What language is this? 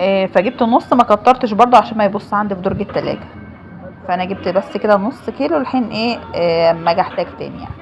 Egyptian Arabic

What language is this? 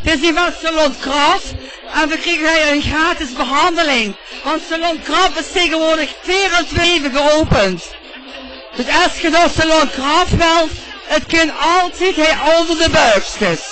Limburgish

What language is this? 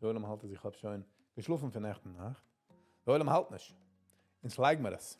Yiddish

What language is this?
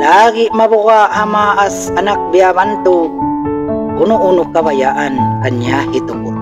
Tausug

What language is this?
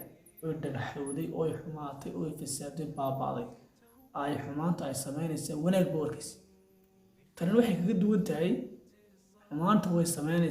Somali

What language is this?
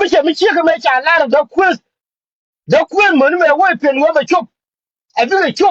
Nuer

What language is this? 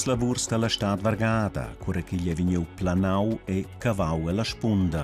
Romansh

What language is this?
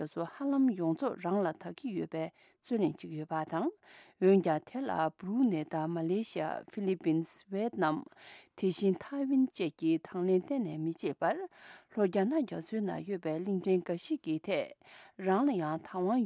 Tibetan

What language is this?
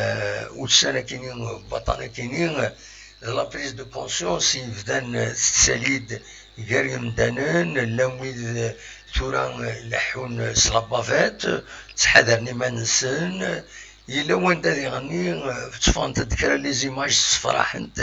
Kabyle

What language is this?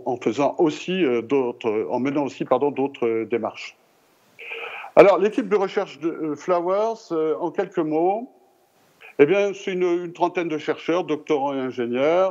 French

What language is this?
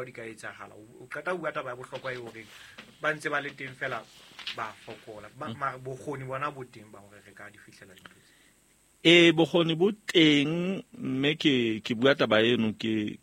Southern Sotho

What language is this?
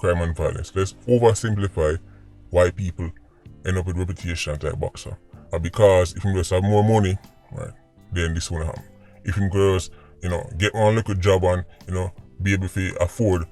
Jamaican Creole English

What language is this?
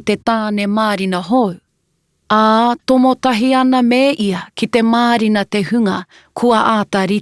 Māori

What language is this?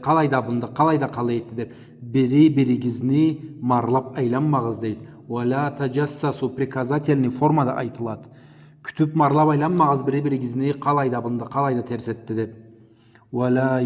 Karachay-Balkar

